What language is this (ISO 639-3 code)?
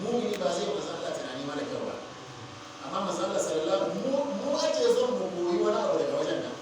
hau